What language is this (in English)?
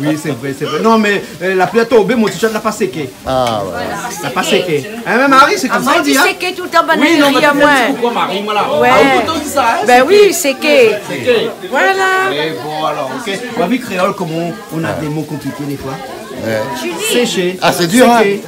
Réunion Creole French